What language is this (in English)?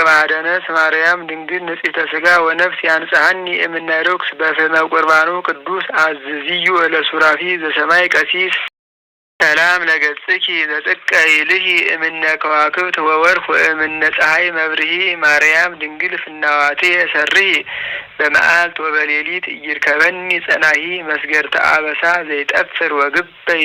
Geez